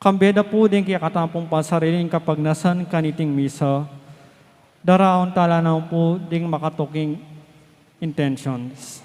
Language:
Pampanga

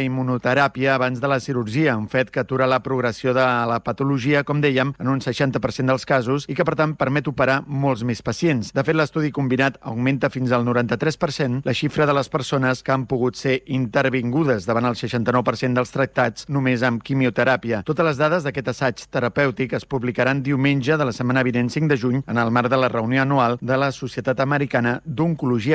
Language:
Catalan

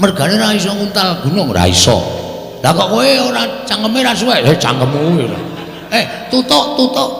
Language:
Javanese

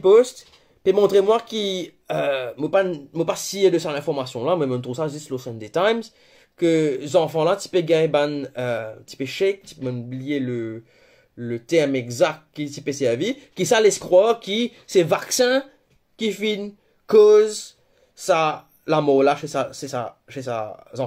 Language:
Morisyen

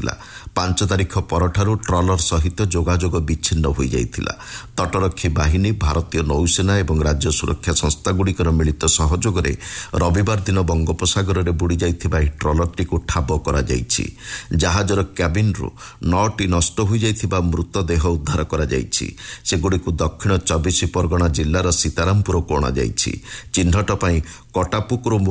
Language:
Odia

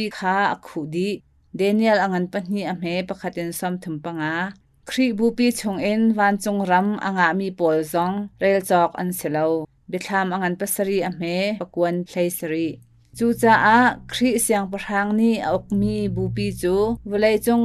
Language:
Hakha Chin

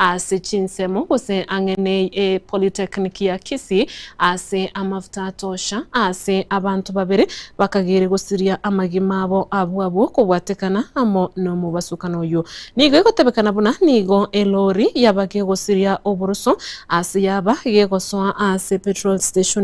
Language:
Gusii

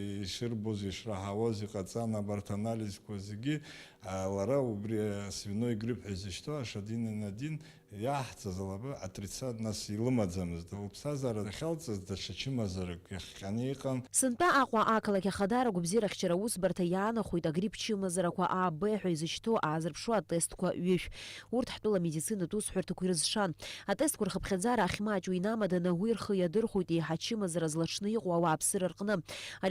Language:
Abkhazian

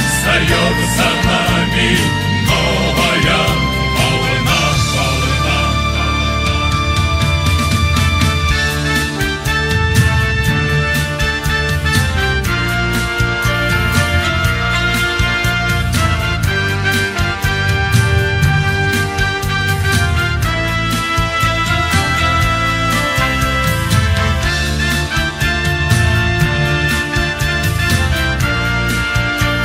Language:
Russian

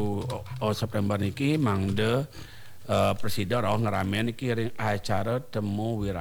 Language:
Balinese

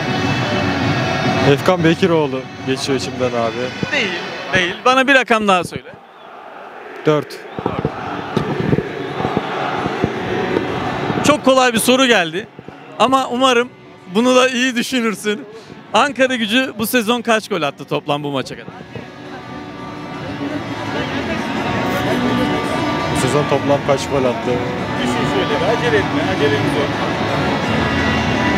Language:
Turkish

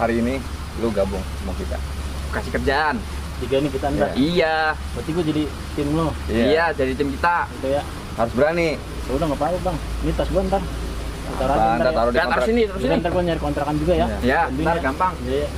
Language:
Betawi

